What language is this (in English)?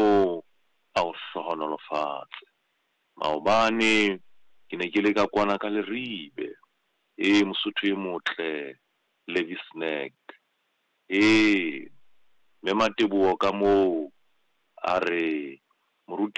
Southern Sotho